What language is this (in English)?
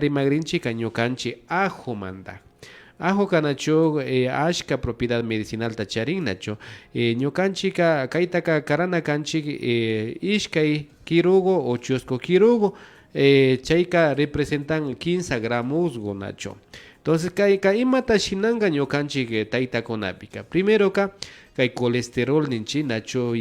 Imbabura Highland Quichua